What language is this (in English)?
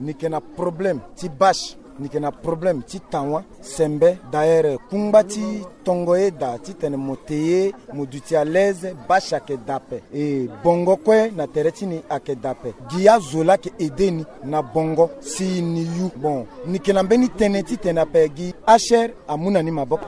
Sango